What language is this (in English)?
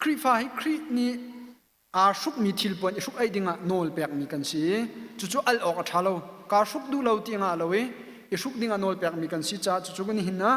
Hakha Chin